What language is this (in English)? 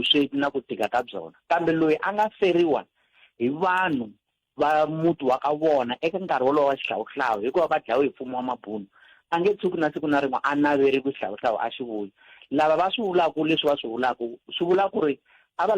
Tsonga